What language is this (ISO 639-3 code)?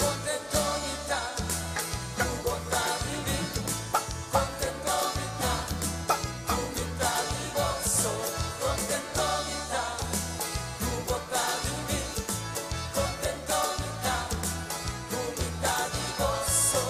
pap